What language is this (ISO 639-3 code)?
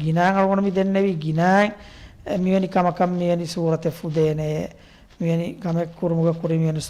div